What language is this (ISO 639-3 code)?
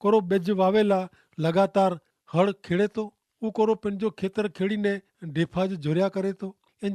kfr